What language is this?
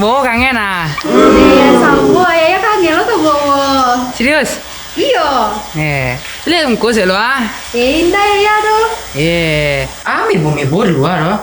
Minangkabau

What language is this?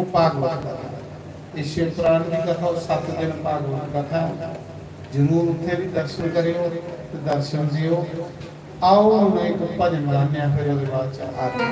Dogri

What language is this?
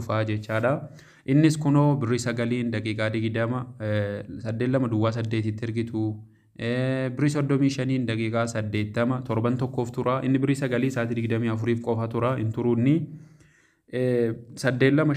Oromo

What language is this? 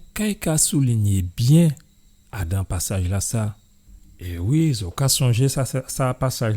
Guadeloupean Creole French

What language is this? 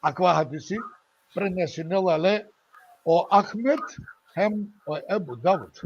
Balkan Romani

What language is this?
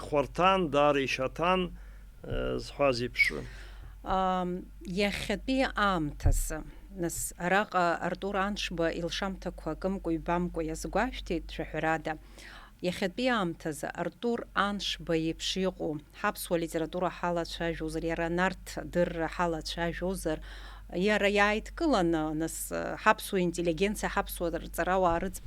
Abkhazian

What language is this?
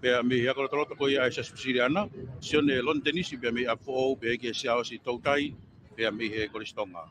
Tongan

